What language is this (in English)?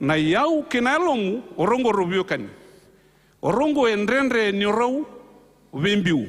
Fijian